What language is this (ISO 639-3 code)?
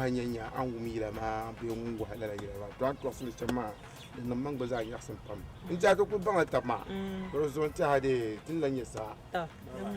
dag